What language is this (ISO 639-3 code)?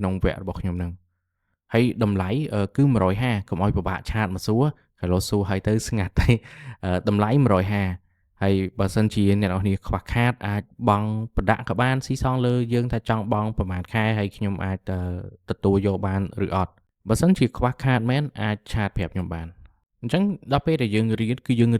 khm